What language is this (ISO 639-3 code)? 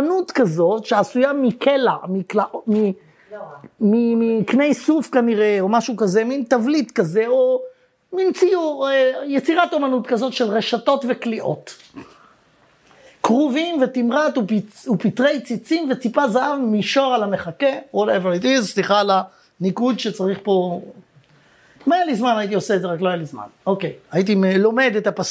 heb